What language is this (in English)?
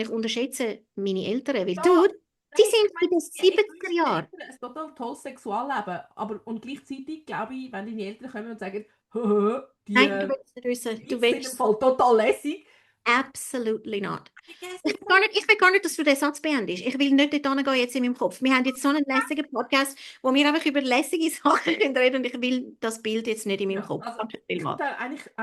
Swiss German